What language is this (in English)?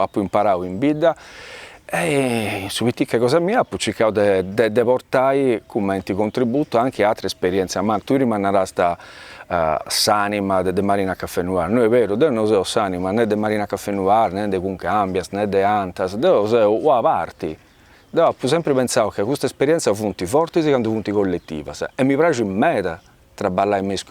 Sardinian